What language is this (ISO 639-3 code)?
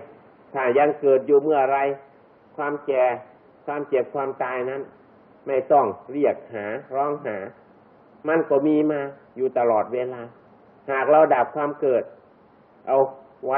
tha